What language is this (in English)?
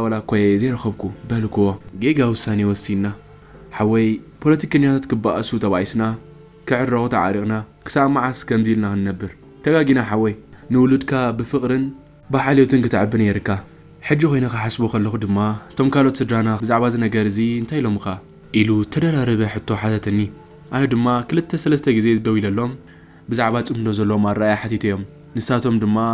Tigrinya